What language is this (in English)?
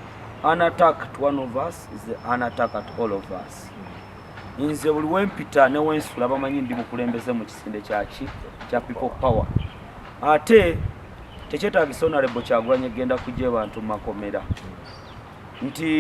Ganda